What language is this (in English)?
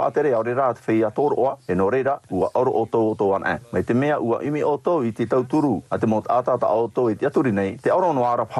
Tahitian